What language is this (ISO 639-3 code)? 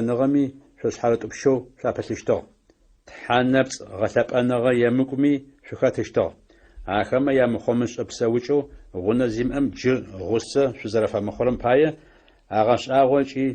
ady